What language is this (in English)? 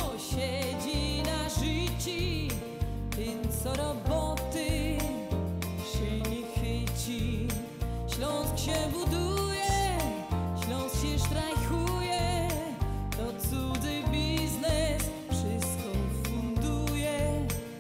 Silesian